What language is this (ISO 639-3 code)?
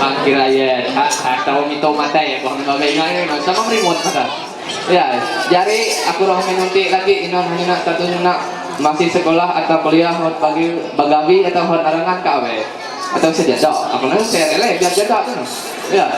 mhy